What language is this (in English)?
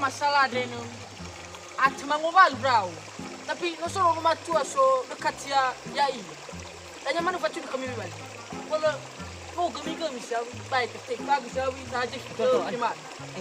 Nias